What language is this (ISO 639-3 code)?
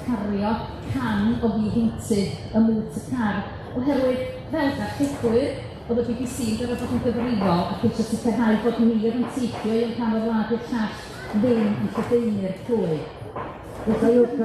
cym